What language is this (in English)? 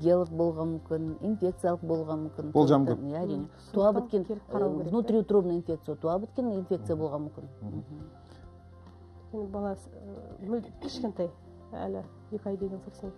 Kazakh